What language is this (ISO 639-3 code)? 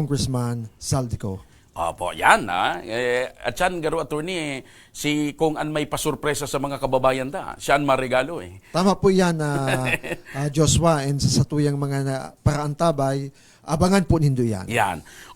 bik